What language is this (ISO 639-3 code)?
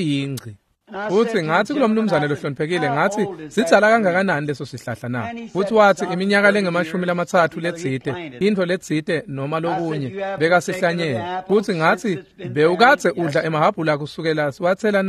ssw